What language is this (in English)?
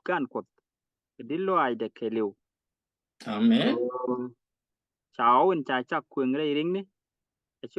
Nuer